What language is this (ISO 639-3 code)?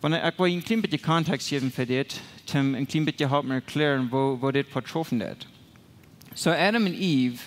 pdt